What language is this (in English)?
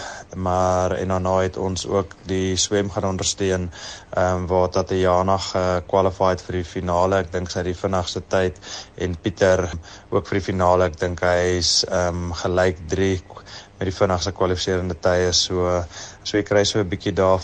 Afrikaans